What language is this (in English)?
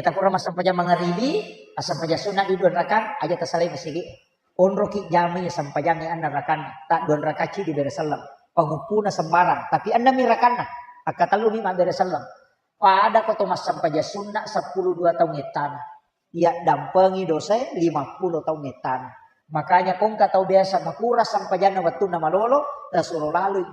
Buginese